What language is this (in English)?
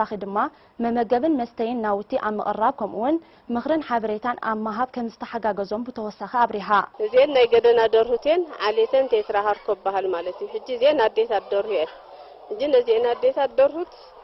Tigrinya